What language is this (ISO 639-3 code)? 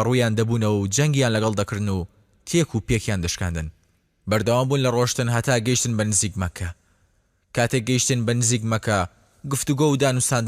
ckb